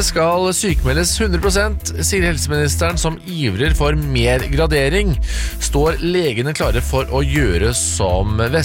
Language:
Norwegian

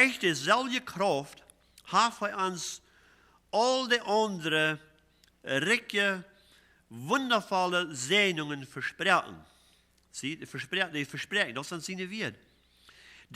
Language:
Plautdietsch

